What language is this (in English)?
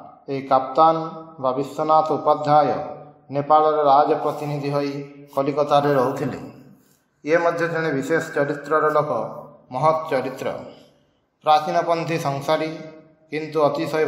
Odia